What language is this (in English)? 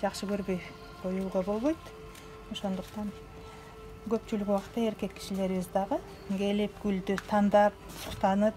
Kyrgyz